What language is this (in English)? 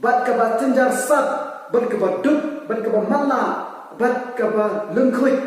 Khasi